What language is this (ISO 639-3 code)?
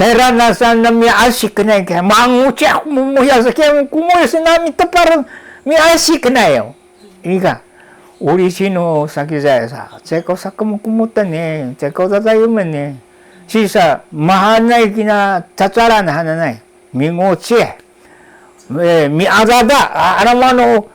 szy